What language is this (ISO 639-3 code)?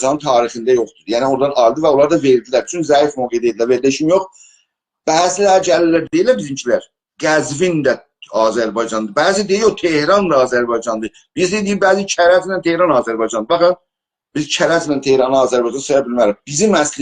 azb